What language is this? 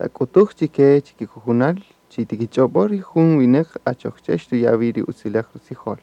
Kaqchikel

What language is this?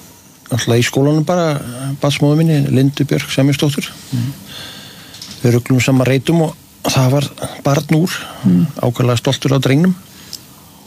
Icelandic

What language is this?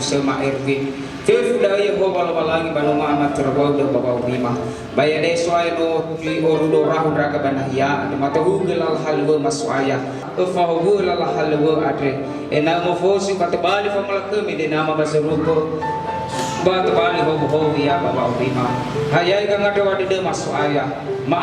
Nias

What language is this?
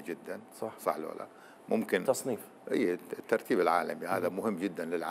Mesopotamian Arabic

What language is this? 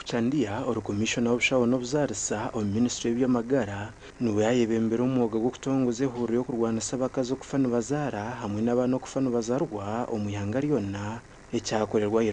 Nyankole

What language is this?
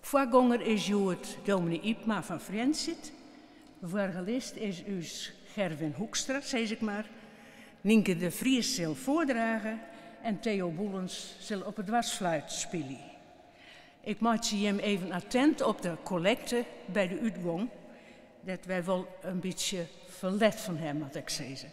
Western Frisian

